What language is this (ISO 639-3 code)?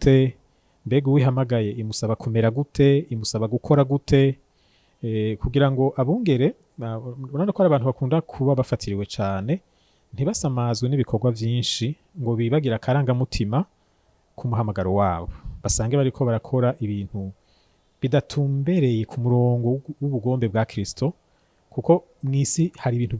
run